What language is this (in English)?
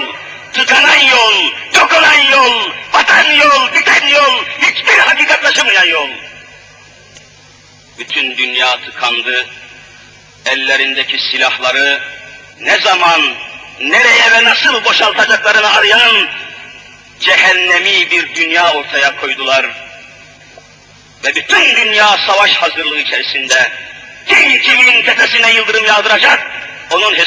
Turkish